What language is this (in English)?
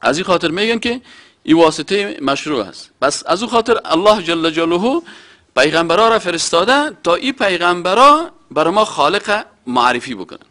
Persian